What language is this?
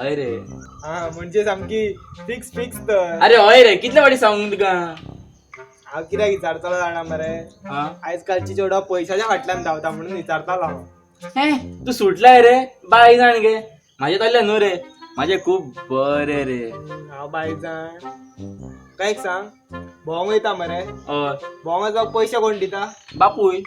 Konkani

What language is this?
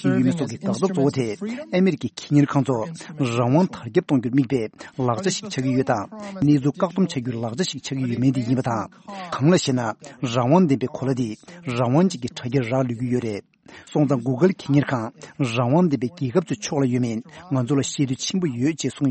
Tibetan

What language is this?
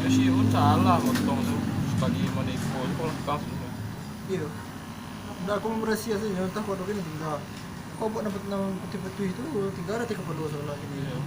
Minangkabau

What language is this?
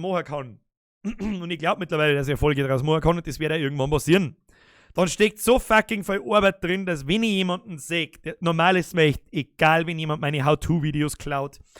Bavarian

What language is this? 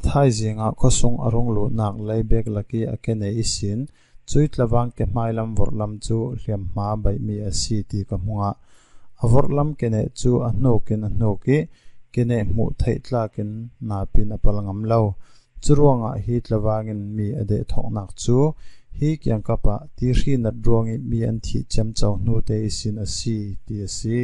Falam Chin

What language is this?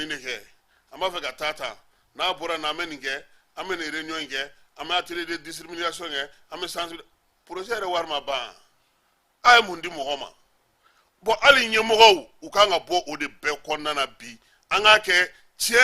Bambara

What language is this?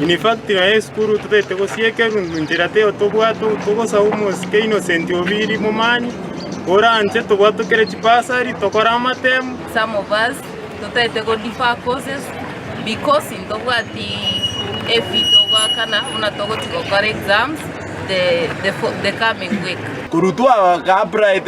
Gusii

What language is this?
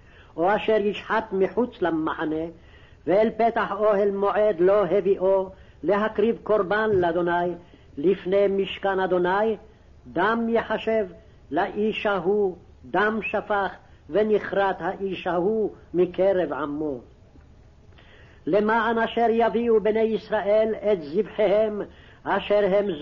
Hebrew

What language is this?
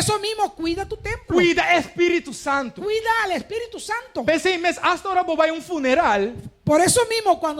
Papiamento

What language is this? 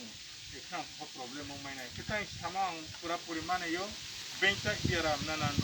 Riang (India)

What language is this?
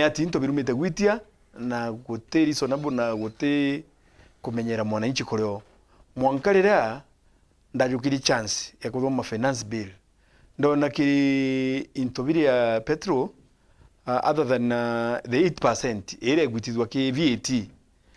Meru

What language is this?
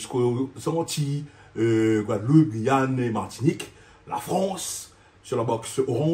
Réunion Creole French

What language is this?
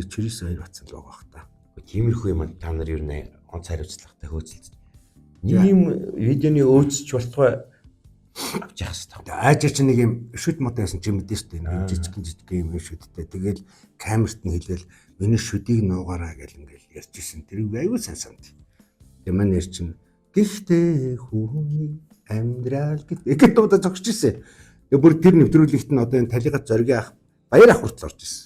Mongolian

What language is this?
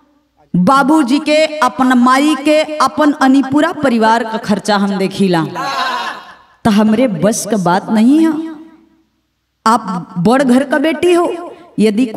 Bhojpuri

